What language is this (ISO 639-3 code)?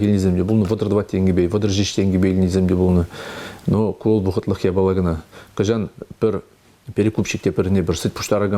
chv